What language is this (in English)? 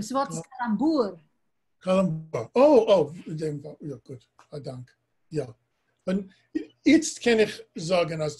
Yiddish